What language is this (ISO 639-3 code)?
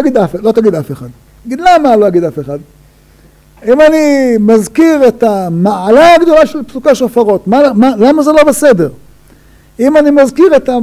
heb